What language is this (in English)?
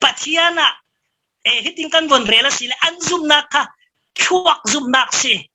Falam Chin